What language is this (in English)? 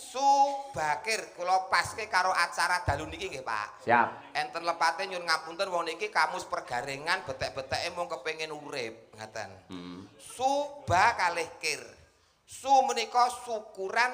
Javanese